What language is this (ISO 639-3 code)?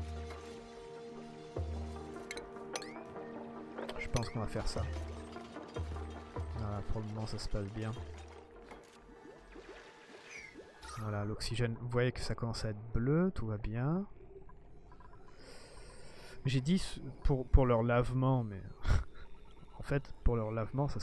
fra